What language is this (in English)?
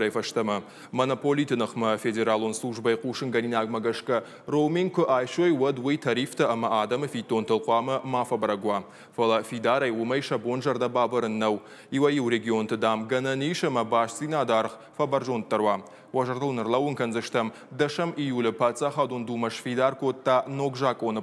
Ossetic